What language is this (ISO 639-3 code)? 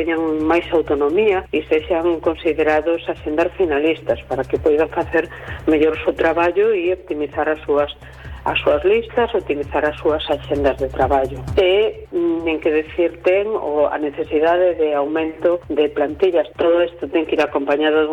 glg